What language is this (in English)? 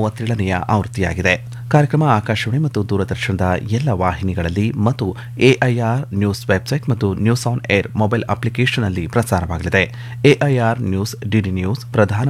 Kannada